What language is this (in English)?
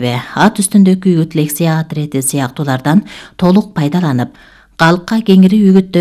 Kyrgyz